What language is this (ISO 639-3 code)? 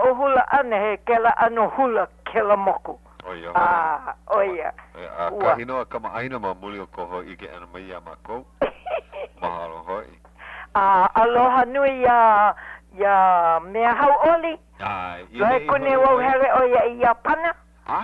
haw